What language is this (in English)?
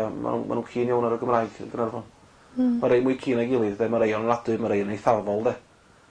Welsh